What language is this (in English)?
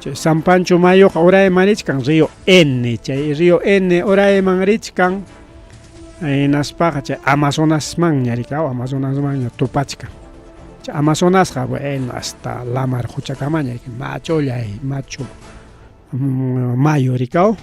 Ayacucho Quechua